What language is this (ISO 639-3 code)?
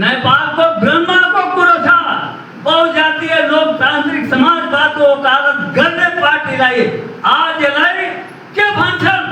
nep